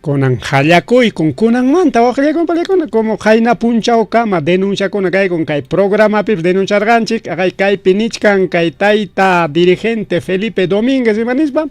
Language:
Ayacucho Quechua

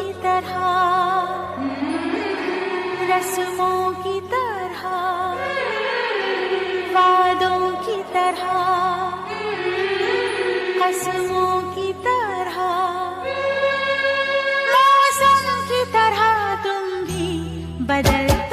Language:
Hindi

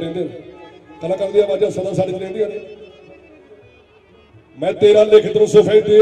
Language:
Punjabi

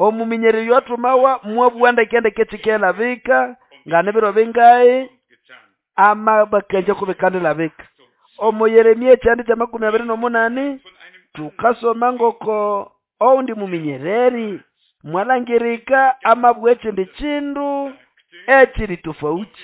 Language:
Nande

